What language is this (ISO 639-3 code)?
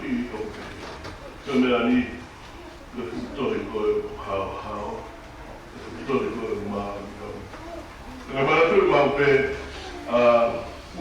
ton